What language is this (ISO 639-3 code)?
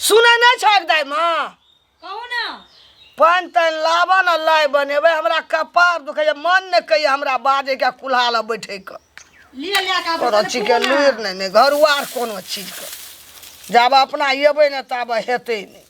mai